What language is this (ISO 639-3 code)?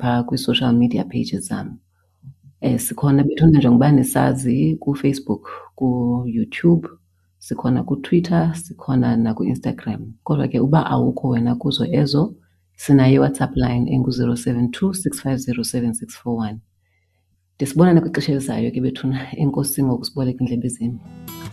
xho